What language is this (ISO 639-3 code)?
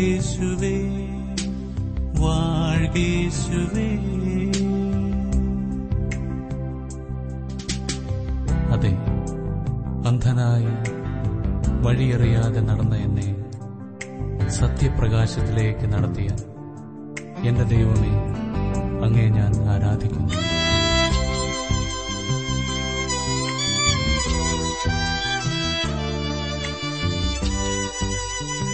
mal